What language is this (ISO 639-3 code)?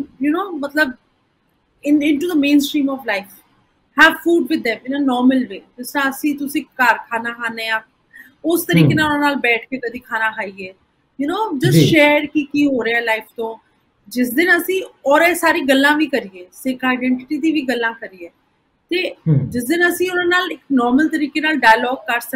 pan